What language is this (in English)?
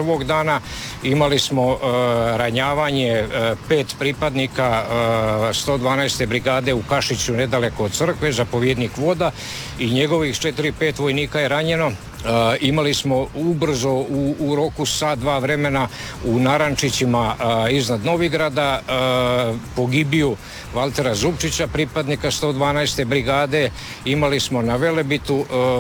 Croatian